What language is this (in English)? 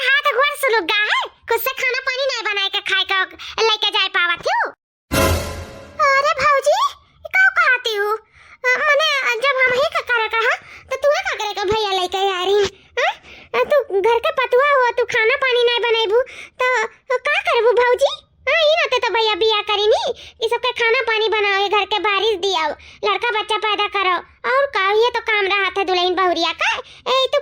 Awadhi